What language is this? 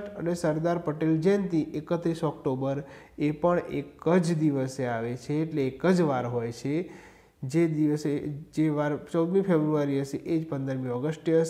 Gujarati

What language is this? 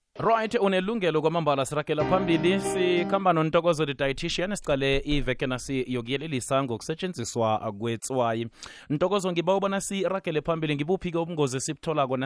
South Ndebele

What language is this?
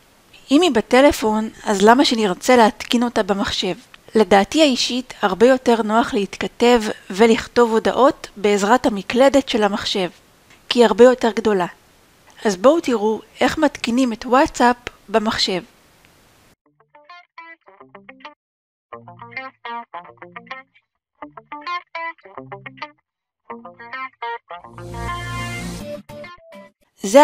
Hebrew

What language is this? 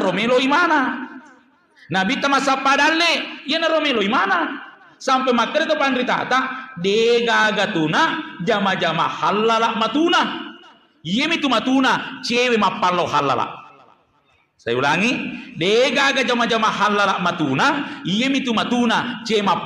Buginese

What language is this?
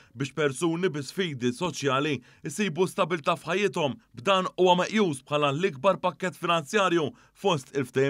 Maltese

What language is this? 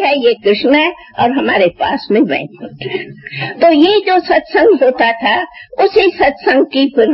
Hindi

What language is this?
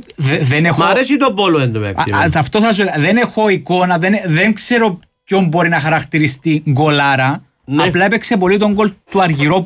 Greek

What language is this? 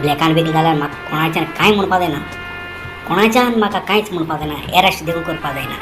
Konkani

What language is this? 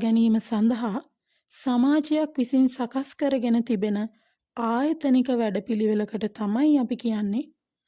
Sinhala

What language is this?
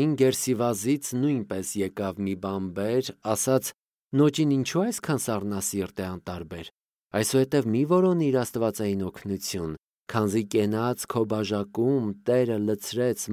Armenian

